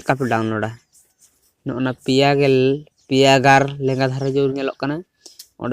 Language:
Santali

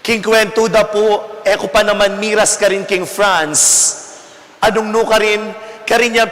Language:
Pampanga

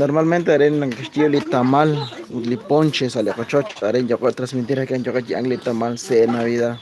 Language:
Kekchí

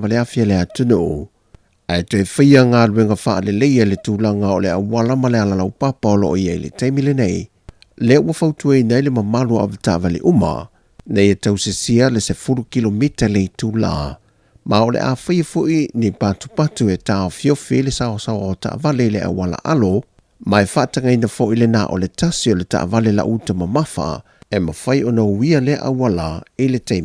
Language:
Samoan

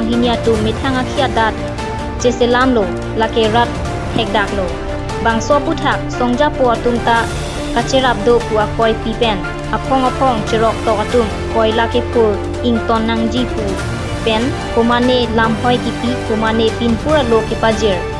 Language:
Karbi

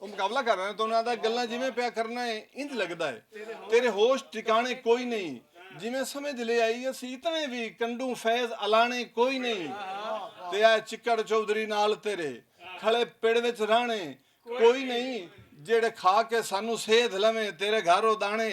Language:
Western Panjabi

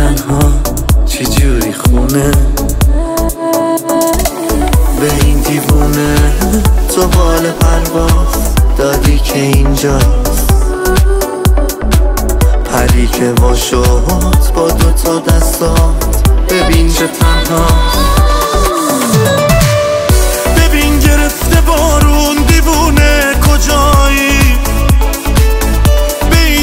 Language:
Persian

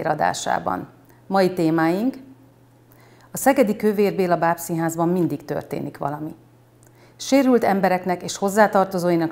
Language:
Hungarian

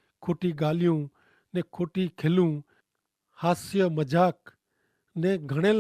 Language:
Kachhi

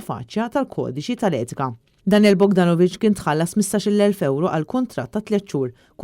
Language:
Maltese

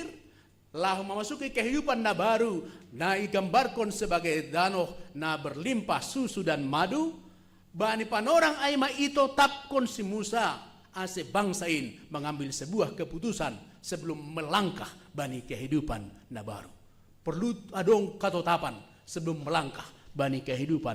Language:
Batak Simalungun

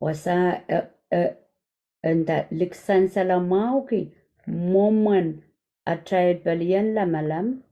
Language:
Pohnpeian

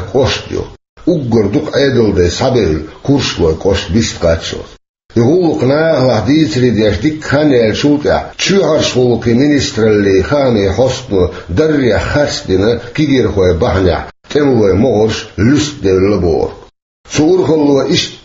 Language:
Chechen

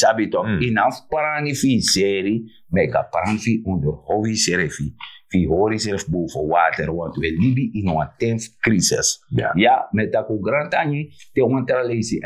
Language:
Sranan Tongo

